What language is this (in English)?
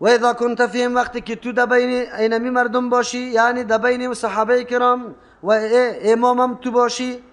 Persian